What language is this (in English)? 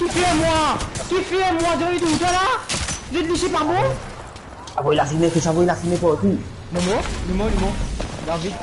Morisyen